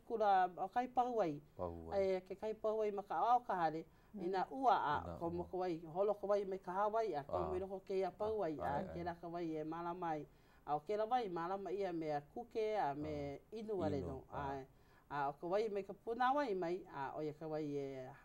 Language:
Hawaiian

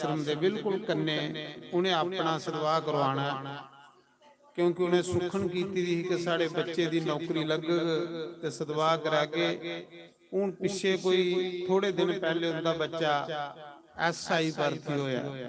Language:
Dogri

